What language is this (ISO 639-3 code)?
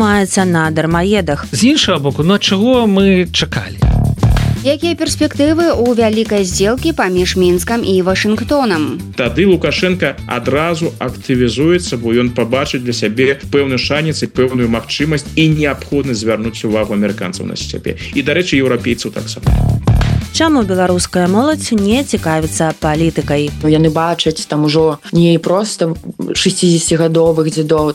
bel